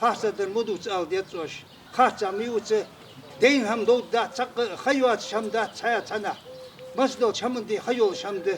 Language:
Ingush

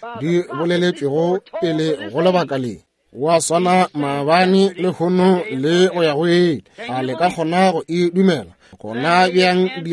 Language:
Northern Sotho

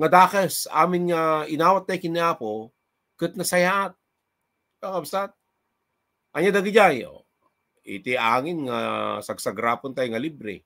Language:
Iloko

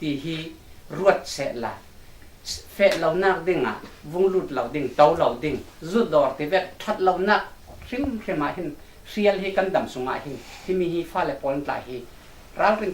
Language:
Falam Chin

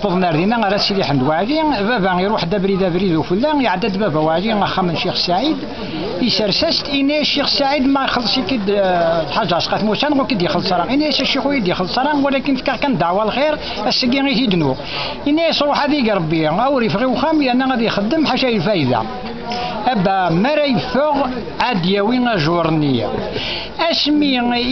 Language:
Kabyle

